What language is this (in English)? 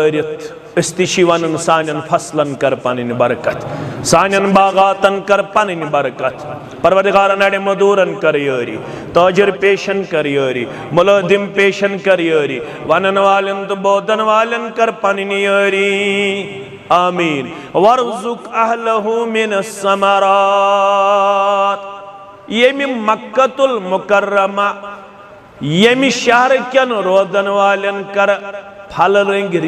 Kashmiri